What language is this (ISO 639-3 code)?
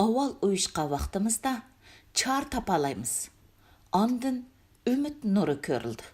uig